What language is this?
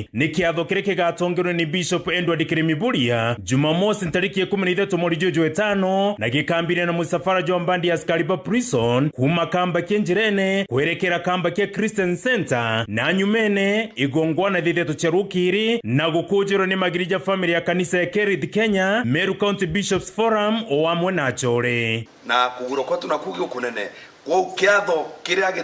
Meru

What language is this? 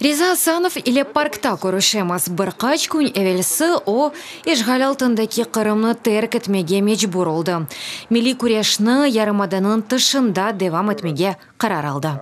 Crimean Tatar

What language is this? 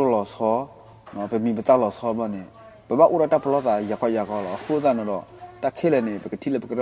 S'gaw Karen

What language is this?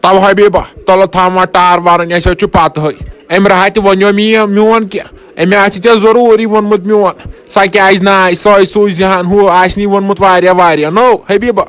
Kashmiri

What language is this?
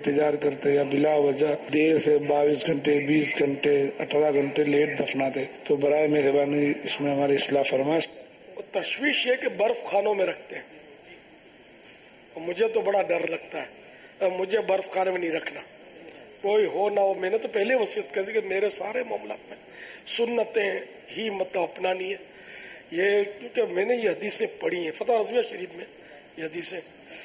Urdu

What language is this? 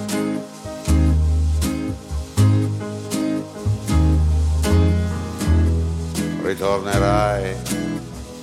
Italian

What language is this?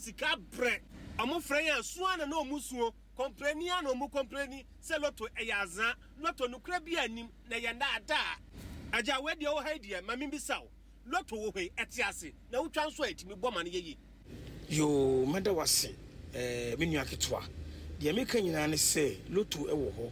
Akan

